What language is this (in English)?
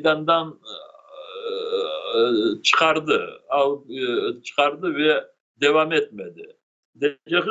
Crimean Tatar